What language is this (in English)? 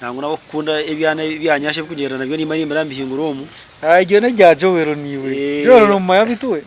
Nyankole